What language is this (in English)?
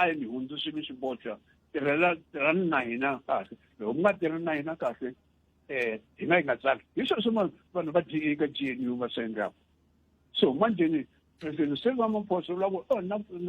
Tsonga